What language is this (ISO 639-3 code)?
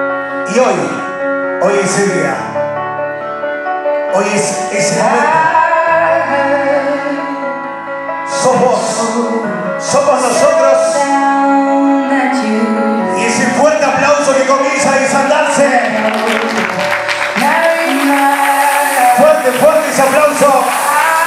spa